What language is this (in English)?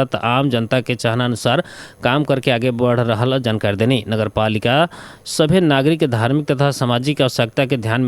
Bhojpuri